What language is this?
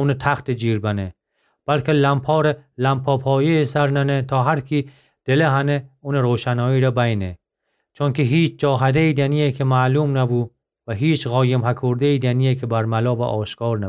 Gilaki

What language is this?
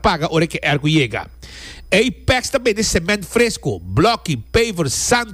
Papiamento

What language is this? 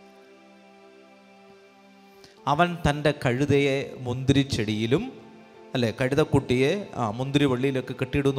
Malayalam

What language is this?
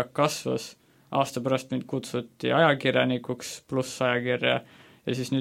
Estonian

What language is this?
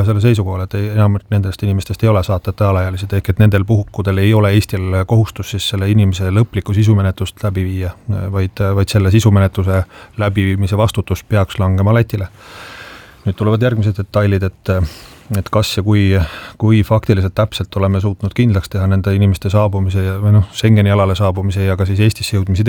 Estonian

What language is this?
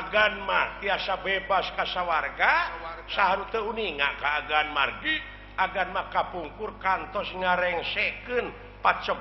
Sundanese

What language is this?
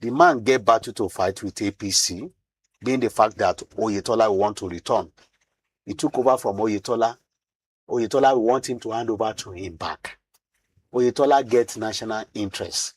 Nigerian Pidgin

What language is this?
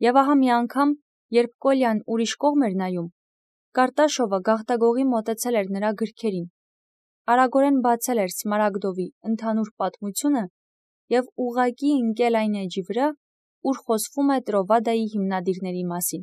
Armenian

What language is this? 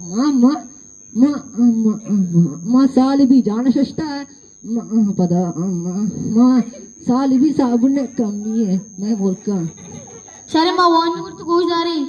Eastern Balochi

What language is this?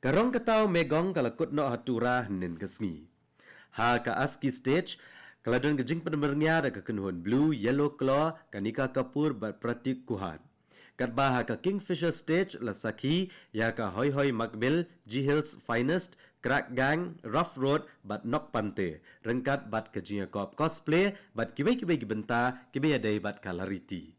Khasi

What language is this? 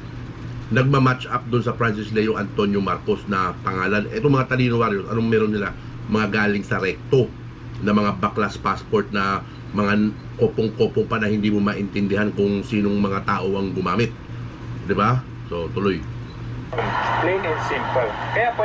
Filipino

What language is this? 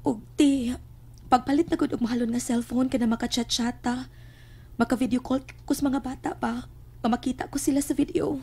Cebuano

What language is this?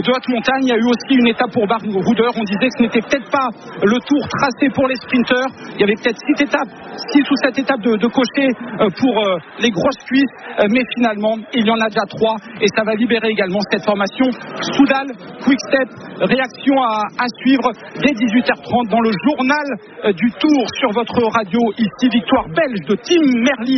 French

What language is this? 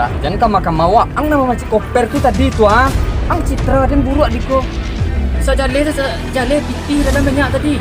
Minangkabau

